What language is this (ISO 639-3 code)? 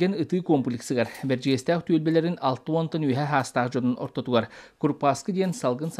sah